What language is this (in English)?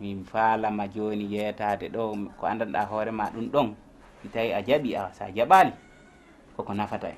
Fula